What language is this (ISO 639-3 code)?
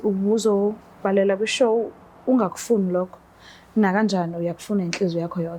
zul